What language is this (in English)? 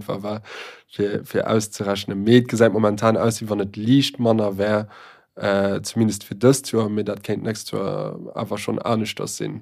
Luxembourgish